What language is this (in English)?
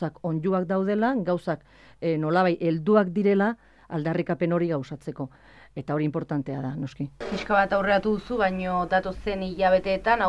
Basque